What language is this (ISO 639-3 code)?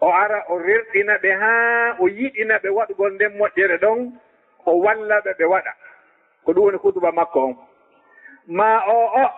ful